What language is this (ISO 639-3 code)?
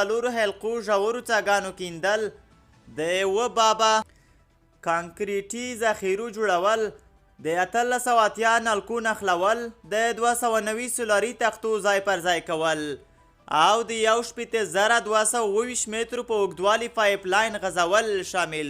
pus